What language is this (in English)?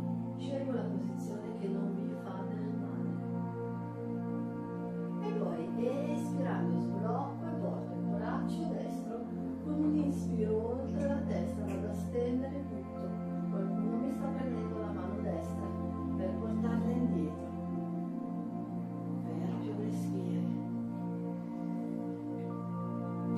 Italian